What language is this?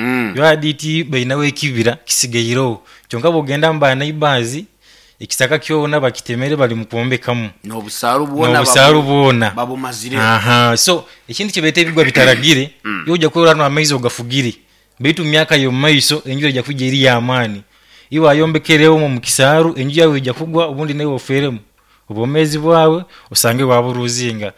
Nyoro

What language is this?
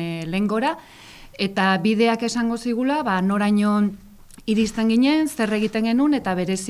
Basque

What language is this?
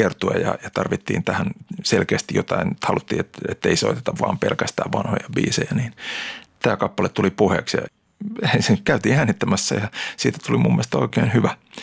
Finnish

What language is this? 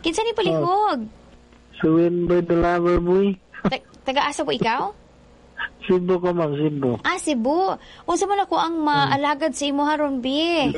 Cebuano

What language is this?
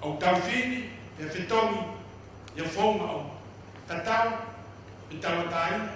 Tongan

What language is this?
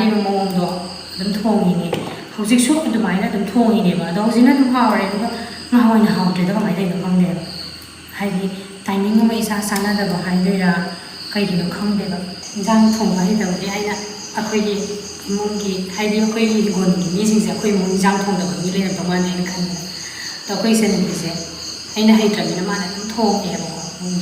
Manipuri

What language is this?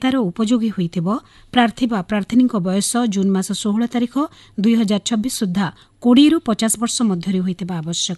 Odia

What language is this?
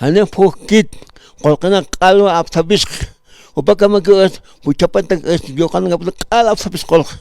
Aymara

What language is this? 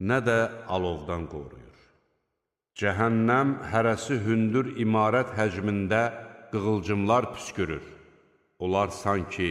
Azerbaijani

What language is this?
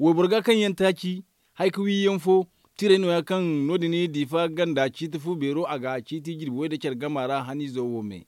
Zarma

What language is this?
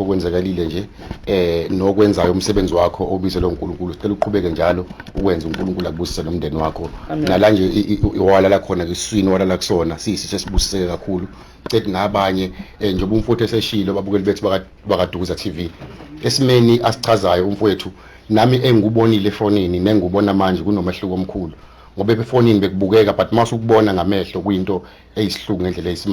Zulu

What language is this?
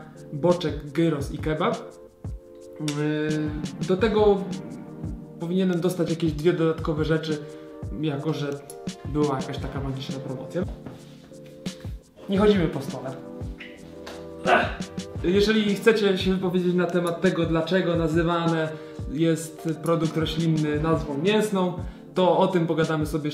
Polish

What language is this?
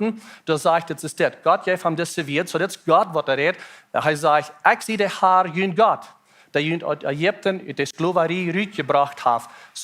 Plautdietsch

